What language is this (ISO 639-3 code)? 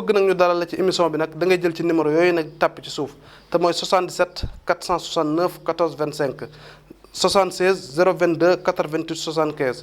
wol